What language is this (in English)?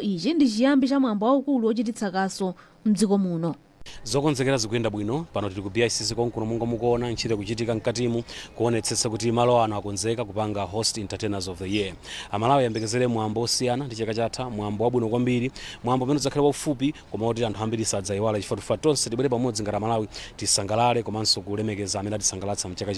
Nyanja